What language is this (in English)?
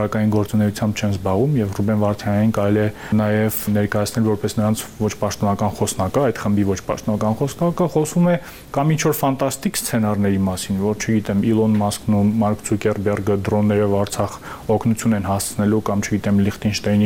Armenian